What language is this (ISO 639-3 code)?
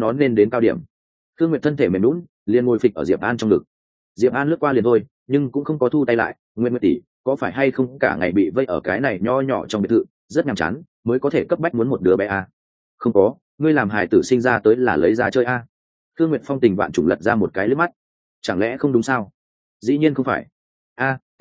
vie